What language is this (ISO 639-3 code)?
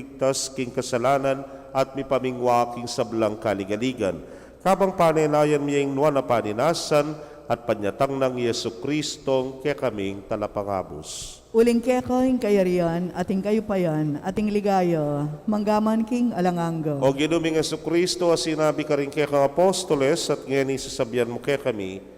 pam